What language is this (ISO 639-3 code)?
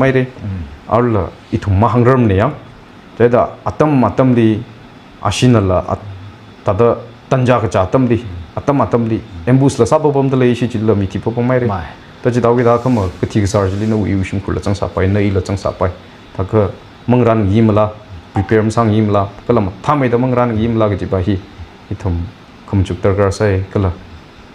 nmf